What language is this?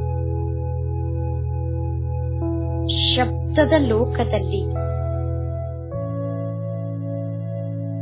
Kannada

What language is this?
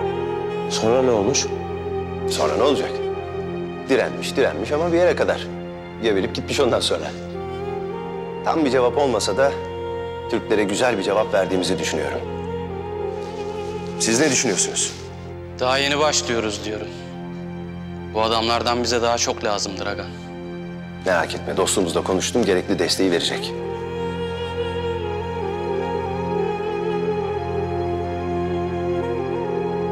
Turkish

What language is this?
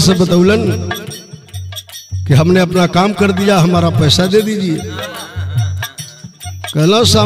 Bhojpuri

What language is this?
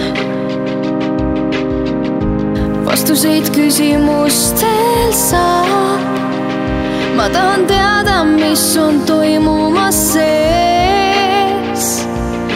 Estonian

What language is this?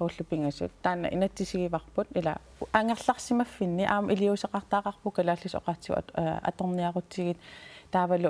Kalaallisut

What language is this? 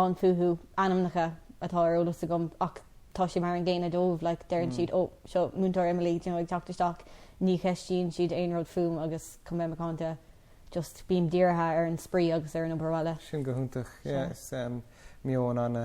Irish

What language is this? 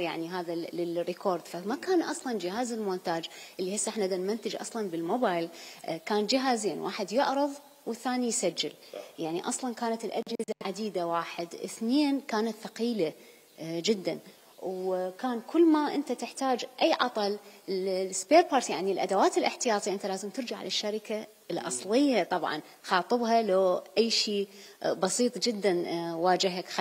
Mesopotamian Arabic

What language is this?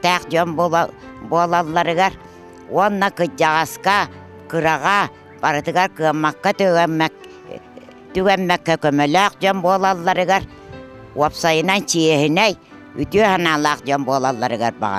Yakut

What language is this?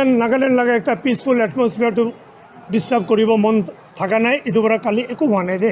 Naga Pidgin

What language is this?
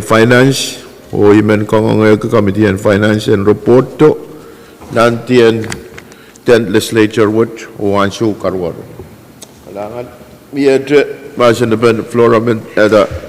Pohnpeian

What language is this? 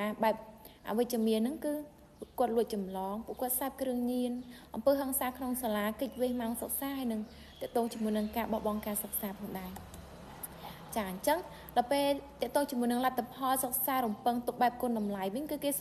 Khmer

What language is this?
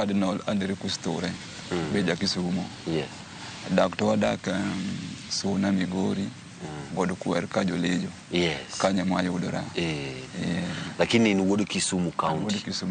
Luo (Kenya and Tanzania)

